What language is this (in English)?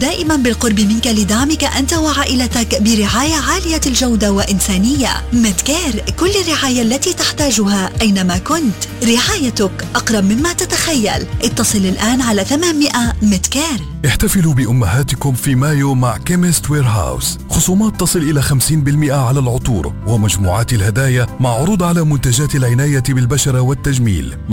Arabic